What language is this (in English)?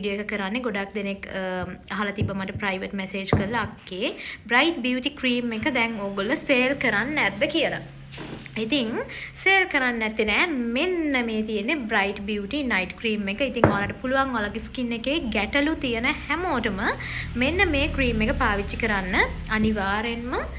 Sinhala